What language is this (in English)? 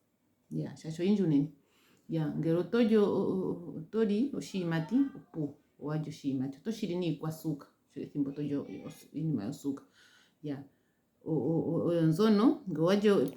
Ndonga